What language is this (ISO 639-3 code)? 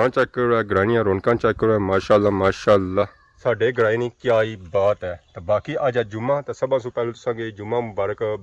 phr